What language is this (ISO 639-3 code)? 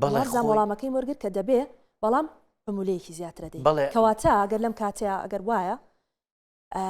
ckb